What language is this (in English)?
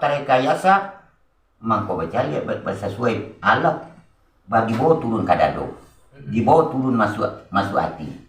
Minangkabau